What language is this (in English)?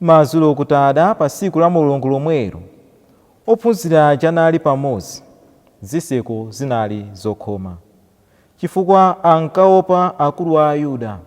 Nyanja